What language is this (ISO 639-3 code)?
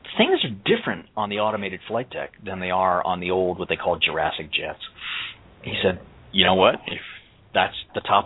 eng